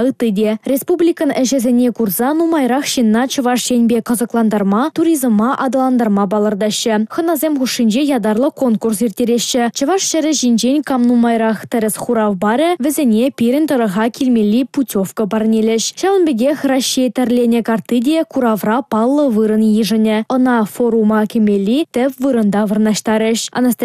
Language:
Chuvash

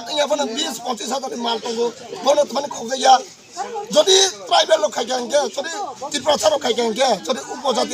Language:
Kok Borok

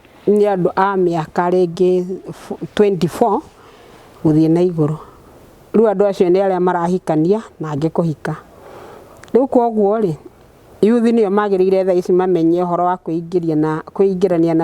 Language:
Kikuyu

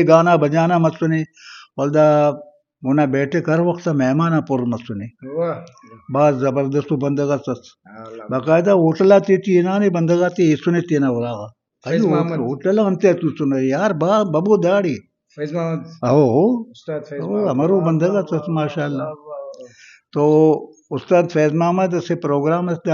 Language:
Brahui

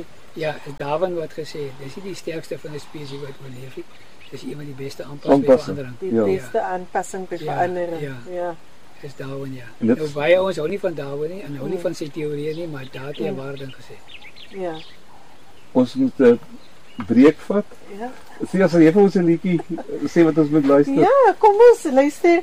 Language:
Afrikaans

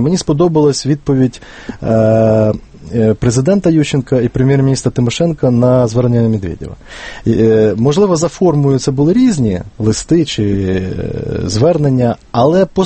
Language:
Ukrainian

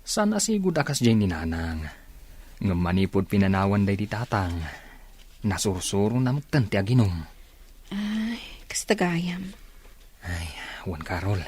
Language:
Iloko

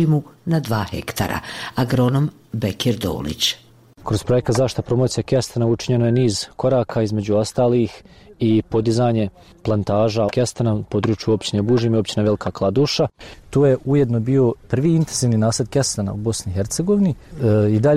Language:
Bosnian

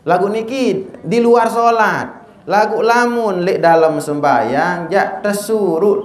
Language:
Sasak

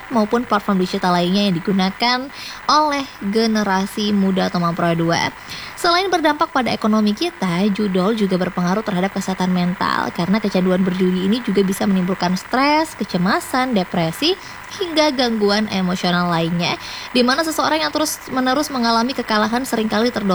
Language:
Indonesian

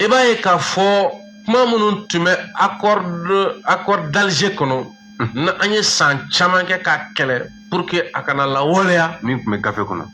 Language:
Bambara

